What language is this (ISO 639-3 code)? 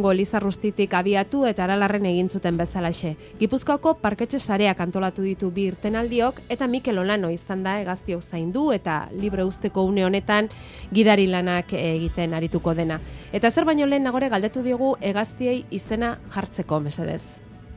eus